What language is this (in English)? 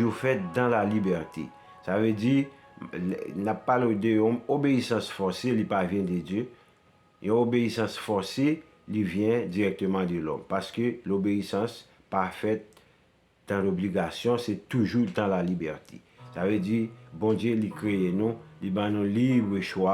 Haitian Creole